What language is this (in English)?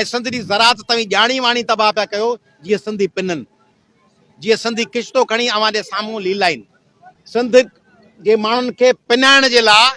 Sindhi